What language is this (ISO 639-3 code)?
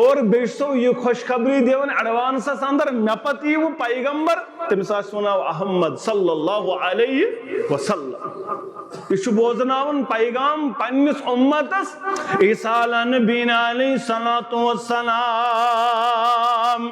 kas